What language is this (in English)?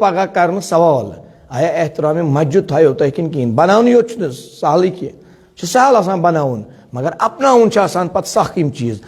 Kashmiri